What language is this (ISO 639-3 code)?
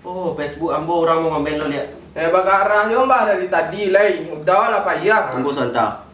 min